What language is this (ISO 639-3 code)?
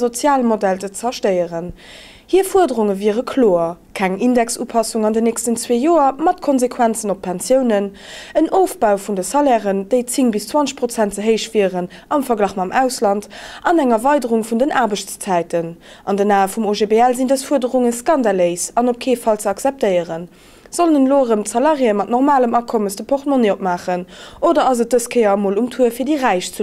ltz